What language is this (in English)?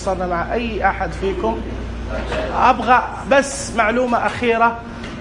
Najdi Arabic